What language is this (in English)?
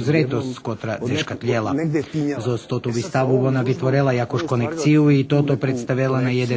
Rusyn